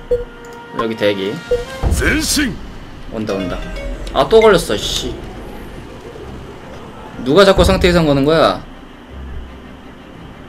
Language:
Korean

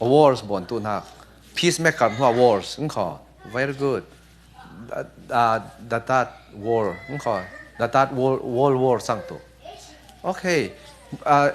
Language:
Falam Chin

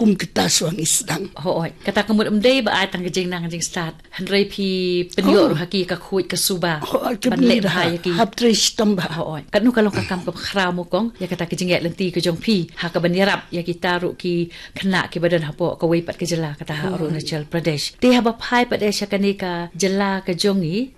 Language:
Khasi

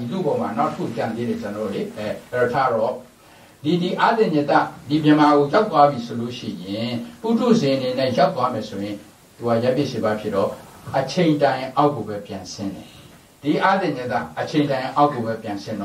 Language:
Burmese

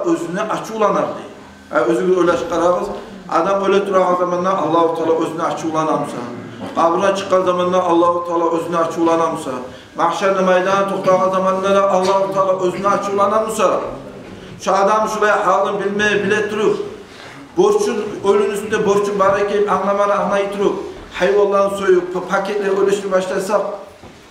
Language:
Kumyk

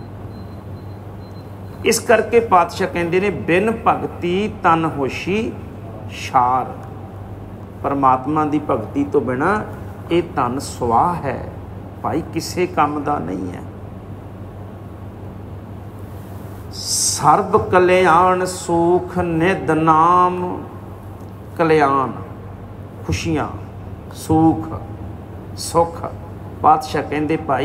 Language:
Punjabi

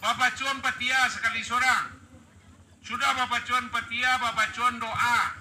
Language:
Minangkabau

